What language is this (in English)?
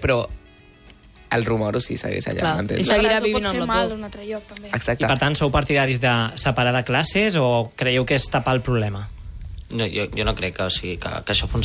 Catalan